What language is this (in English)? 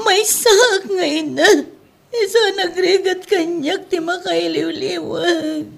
Iloko